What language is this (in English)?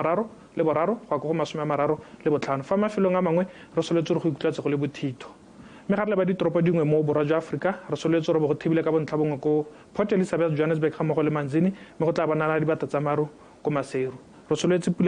Tswana